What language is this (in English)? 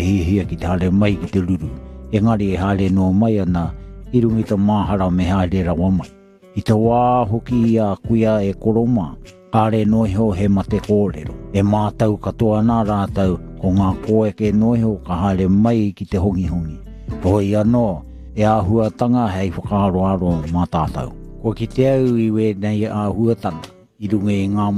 Māori